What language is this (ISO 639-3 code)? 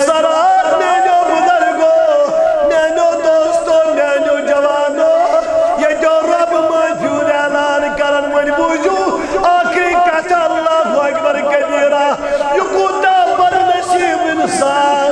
kas